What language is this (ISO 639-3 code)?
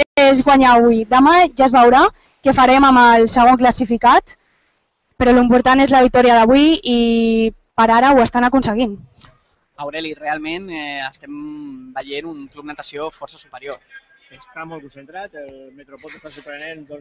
cat